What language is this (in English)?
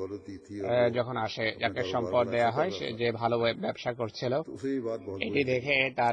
Bangla